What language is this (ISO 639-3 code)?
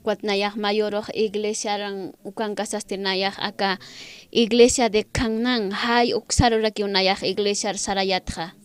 aym